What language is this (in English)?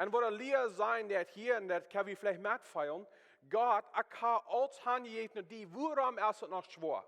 Plautdietsch